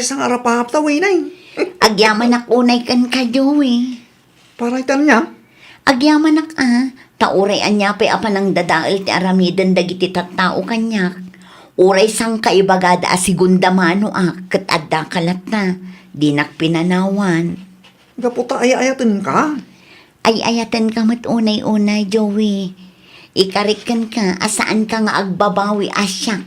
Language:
Iloko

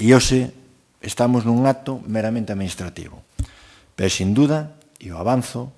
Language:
Galician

